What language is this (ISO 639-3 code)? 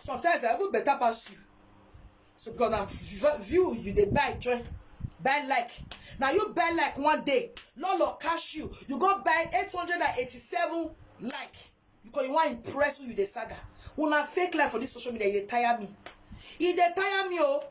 pcm